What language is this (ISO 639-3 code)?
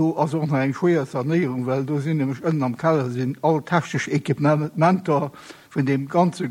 ltz